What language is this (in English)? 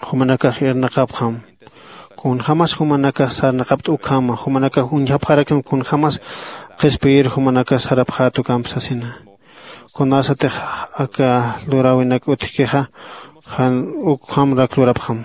Aymara